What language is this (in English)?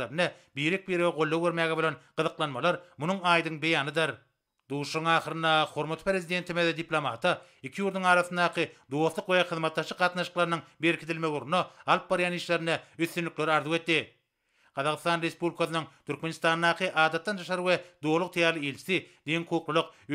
Turkmen